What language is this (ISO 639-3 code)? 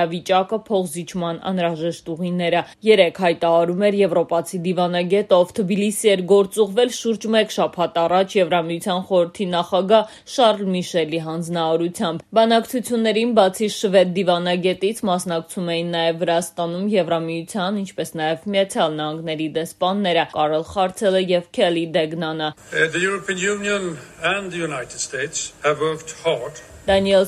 hye